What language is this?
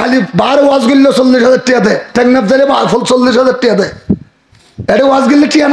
Rohingya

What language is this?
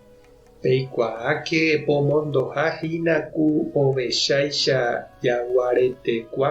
Guarani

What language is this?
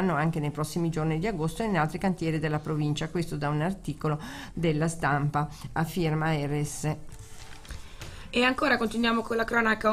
Italian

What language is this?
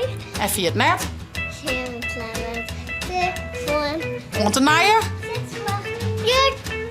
Western Frisian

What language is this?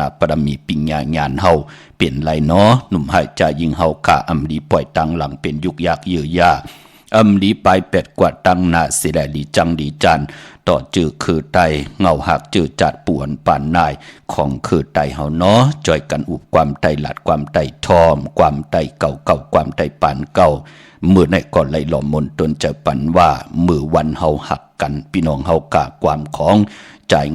Shan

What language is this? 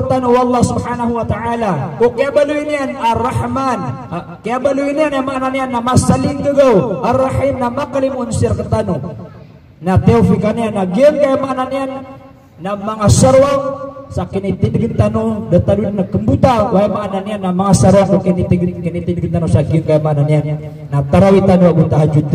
Maranao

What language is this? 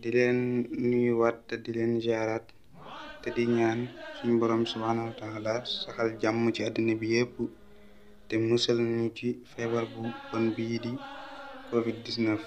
Wolof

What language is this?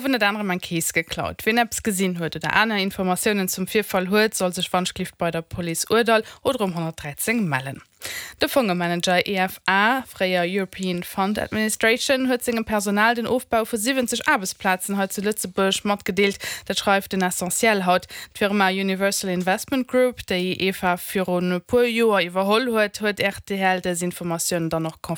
Luxembourgish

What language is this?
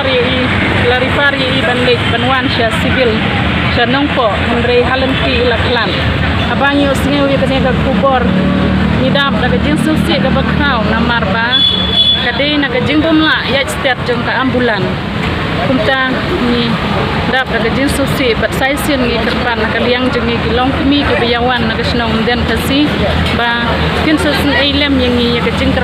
Khasi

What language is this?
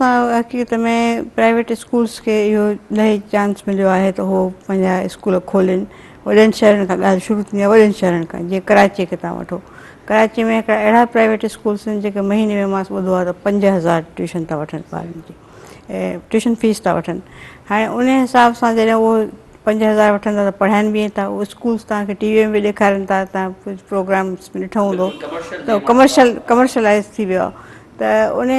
Sindhi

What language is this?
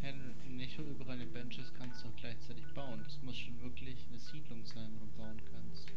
Swiss German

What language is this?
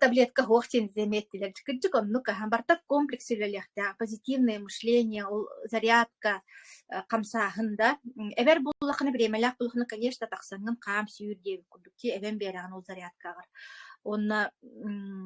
Yakut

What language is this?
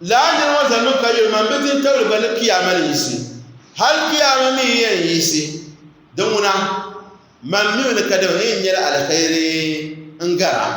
Dagbani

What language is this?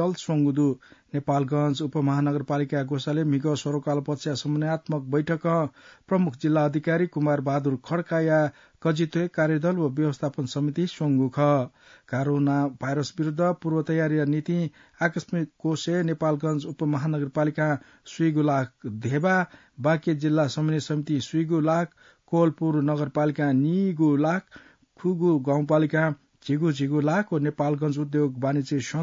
Newari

